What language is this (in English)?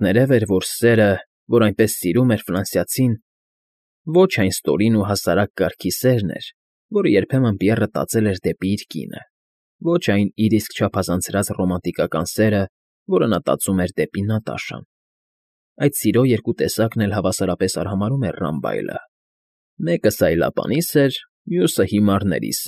Armenian